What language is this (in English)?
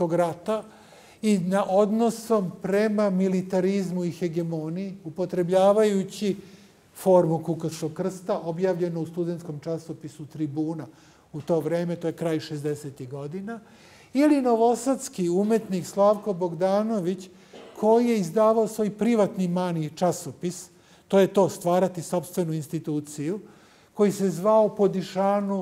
Serbian